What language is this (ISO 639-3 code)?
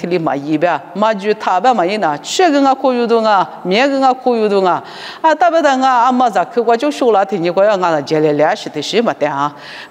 lis